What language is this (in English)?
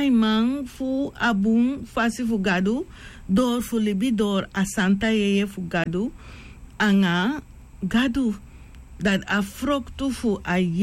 Sranan Tongo